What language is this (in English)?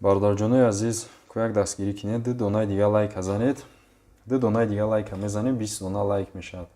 Tajik